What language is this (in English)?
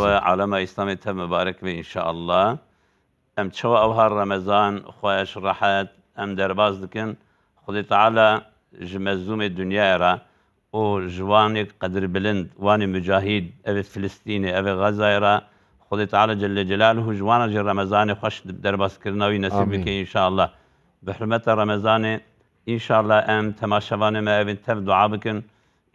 Kurdish